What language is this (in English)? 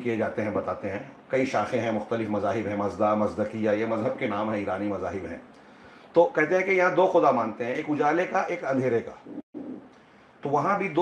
Urdu